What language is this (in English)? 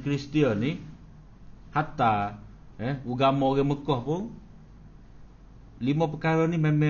Malay